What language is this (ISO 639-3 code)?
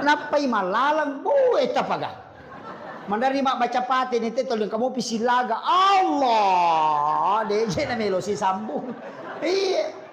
bug